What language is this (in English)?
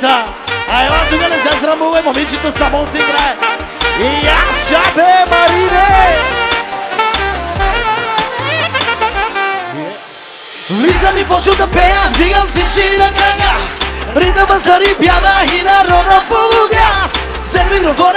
Bulgarian